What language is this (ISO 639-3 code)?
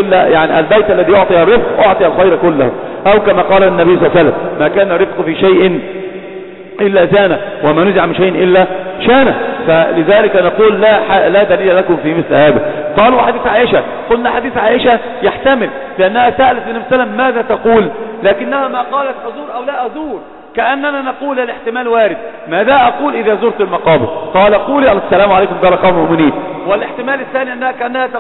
ara